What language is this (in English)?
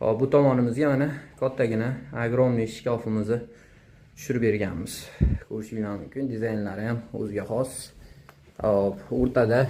Uzbek